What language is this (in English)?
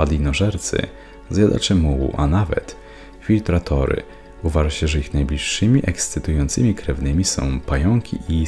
Polish